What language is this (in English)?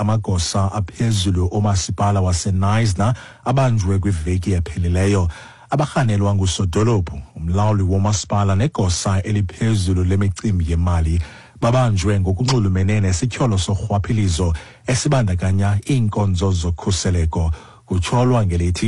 Xhosa